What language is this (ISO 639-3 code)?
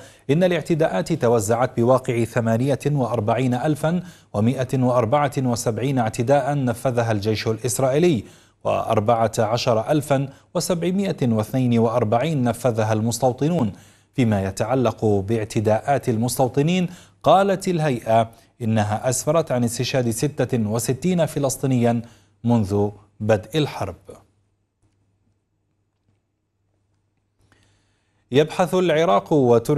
ara